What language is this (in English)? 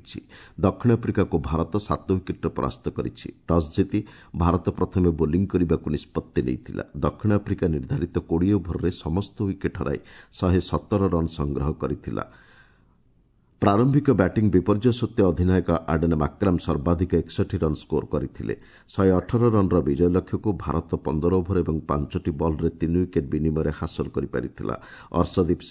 Odia